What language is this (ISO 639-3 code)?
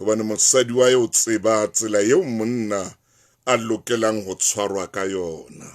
sot